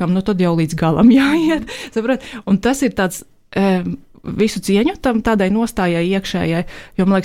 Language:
Latvian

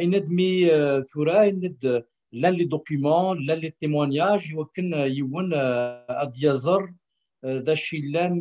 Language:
Kabyle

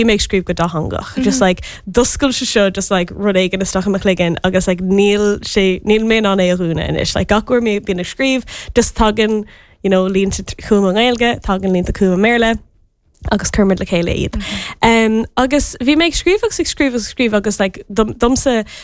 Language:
Irish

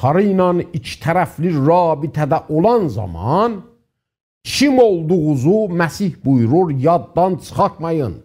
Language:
South Azerbaijani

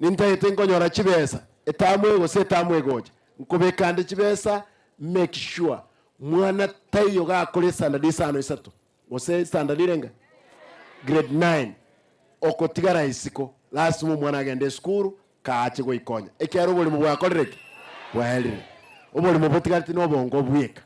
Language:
Gusii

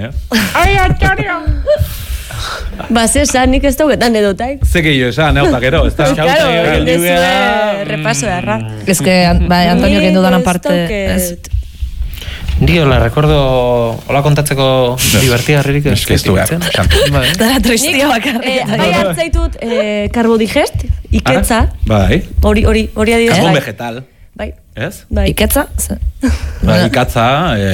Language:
Basque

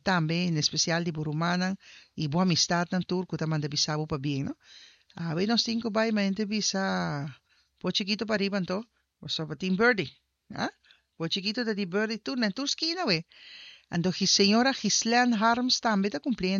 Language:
Papiamento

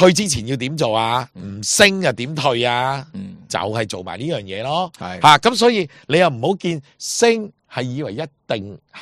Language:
Cantonese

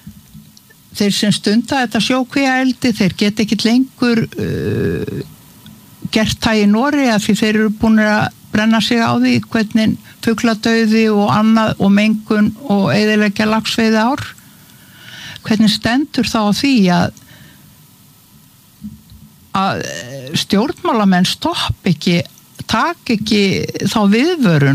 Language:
Icelandic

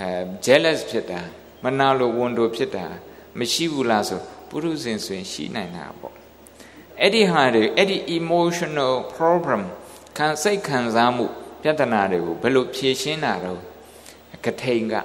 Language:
Burmese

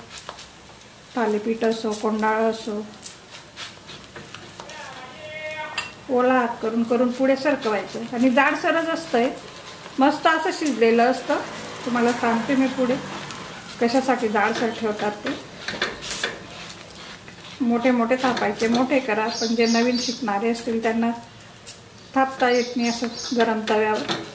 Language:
Marathi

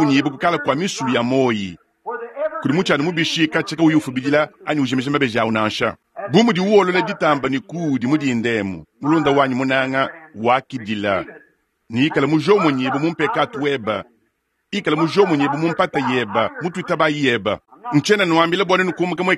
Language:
Luba-Lulua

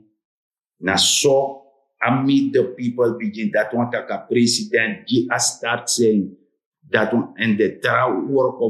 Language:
Sranan Tongo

